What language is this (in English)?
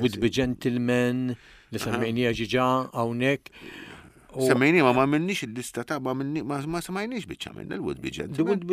Maltese